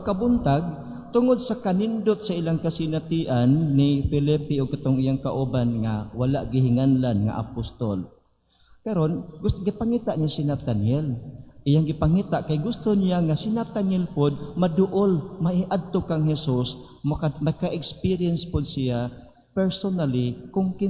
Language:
Cebuano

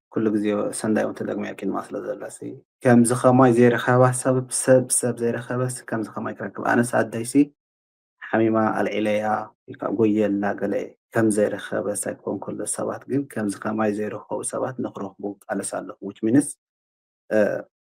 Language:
Tigrinya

